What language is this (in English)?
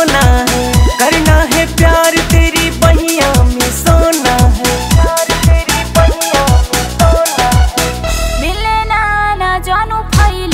Bhojpuri